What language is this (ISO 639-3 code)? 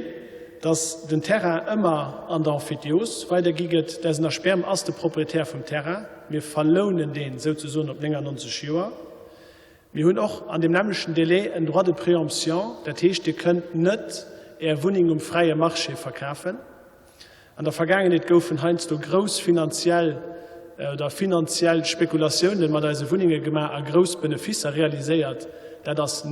ltz